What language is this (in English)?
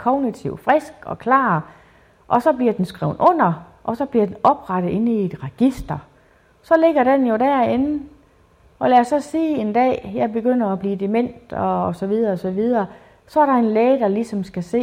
Danish